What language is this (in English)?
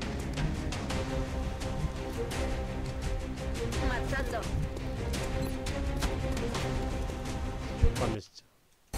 Korean